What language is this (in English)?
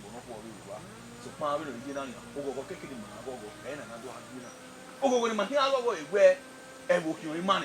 Bini